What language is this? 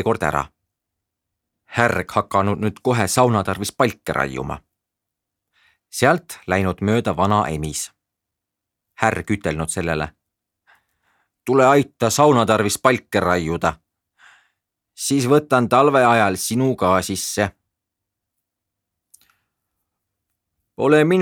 Estonian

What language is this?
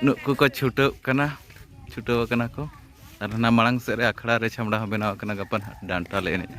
Santali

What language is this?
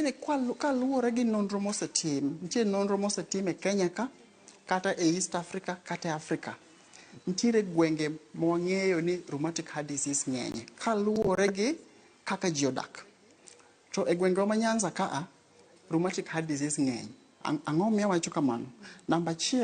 Luo (Kenya and Tanzania)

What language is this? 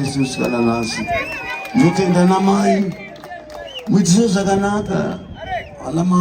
Shona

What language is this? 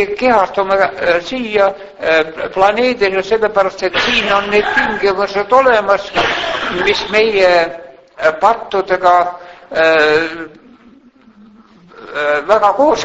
Estonian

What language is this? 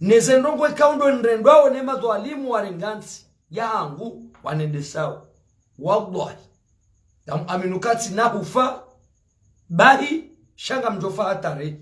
Ngazidja Comorian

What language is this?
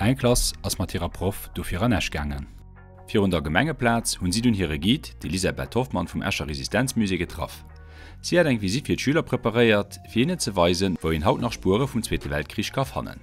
Luxembourgish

